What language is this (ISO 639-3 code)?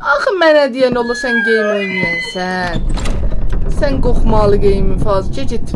azb